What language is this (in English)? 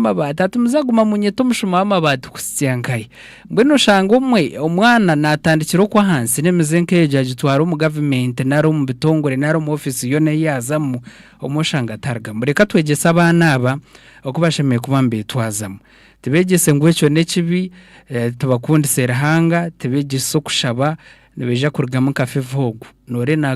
Nyankole